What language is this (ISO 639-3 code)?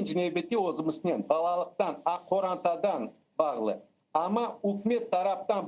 crh